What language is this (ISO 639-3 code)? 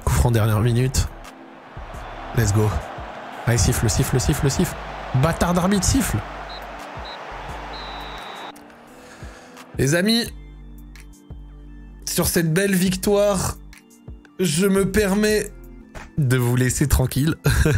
fra